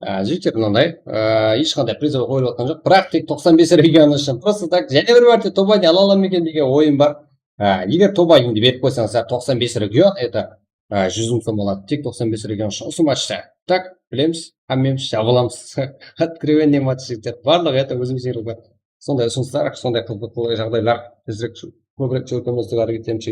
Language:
Kara-Kalpak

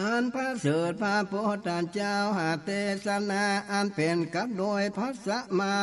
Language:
Northern Thai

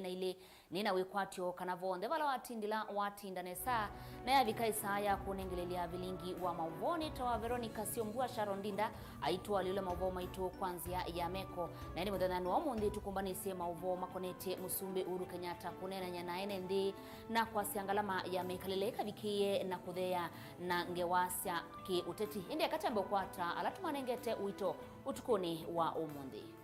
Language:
Kamba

